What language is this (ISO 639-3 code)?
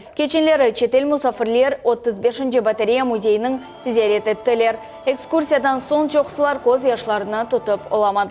crh